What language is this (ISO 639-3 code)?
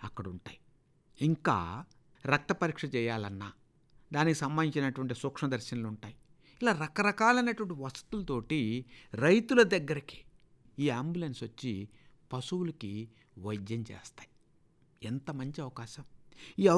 tel